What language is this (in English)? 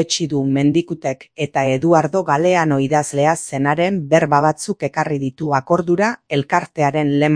Basque